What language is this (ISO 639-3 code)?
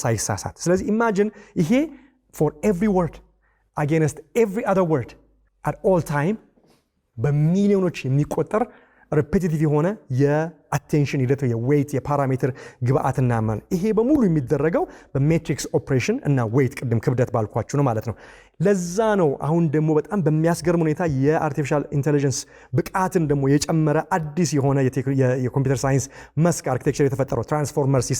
amh